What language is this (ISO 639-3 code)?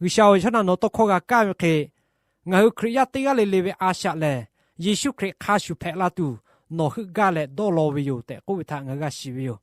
lhu